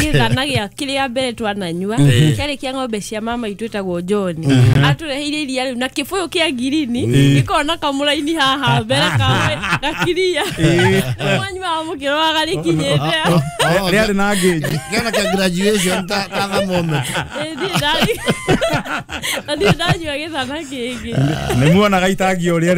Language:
Kikuyu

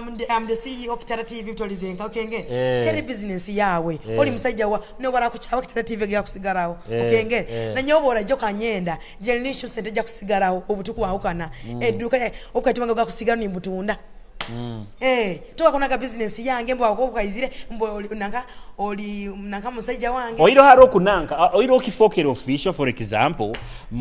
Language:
Nyoro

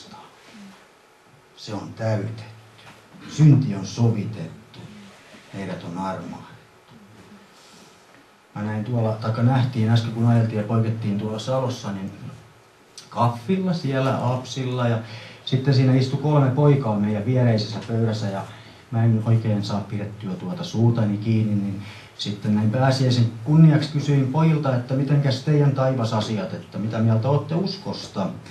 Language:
Finnish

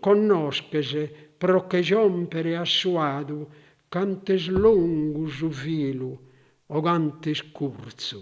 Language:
Sardinian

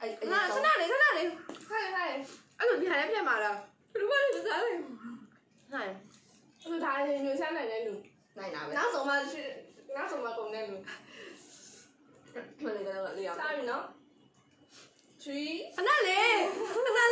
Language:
Burmese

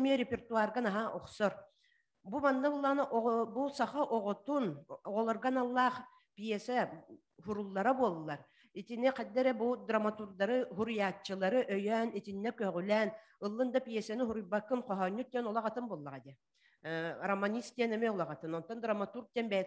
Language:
Yakut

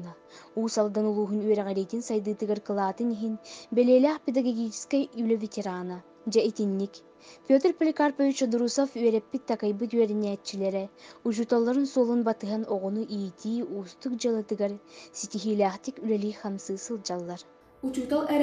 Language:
Yakut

